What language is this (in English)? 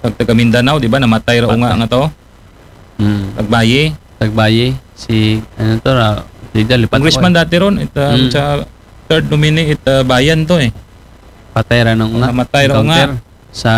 Aklanon